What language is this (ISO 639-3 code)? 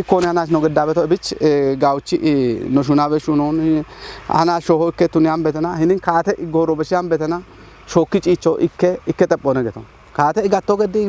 kbr